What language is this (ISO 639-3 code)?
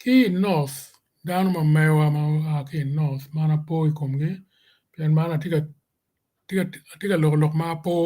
ach